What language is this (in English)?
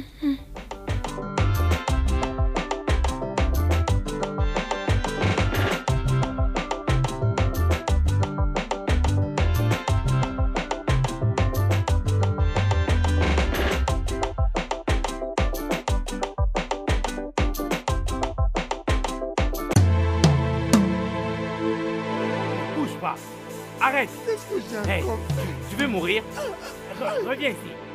French